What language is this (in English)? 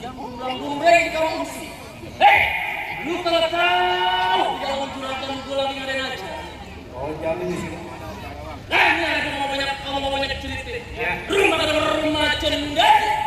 Betawi